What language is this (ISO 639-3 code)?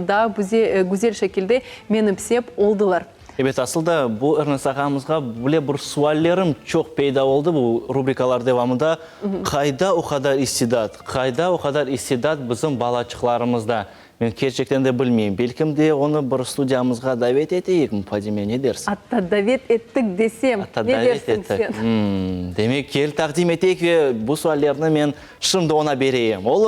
crh